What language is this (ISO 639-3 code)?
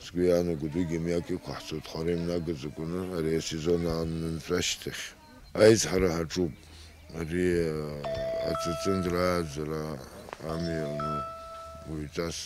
abk